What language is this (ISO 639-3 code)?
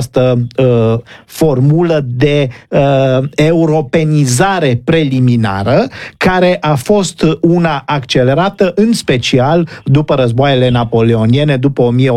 ron